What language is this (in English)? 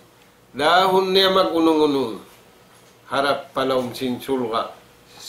Tausug